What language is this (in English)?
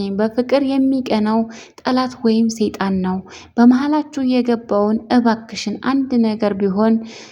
Amharic